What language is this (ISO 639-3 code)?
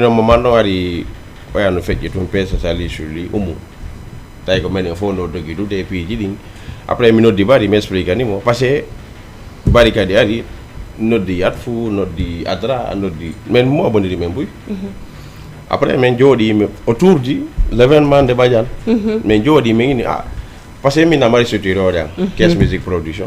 ful